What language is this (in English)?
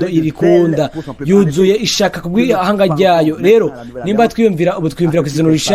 Rundi